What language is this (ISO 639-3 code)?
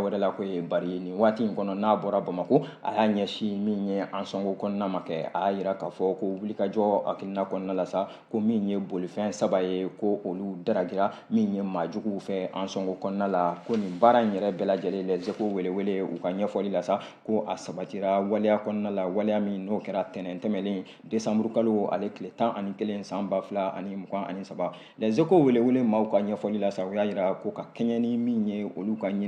bam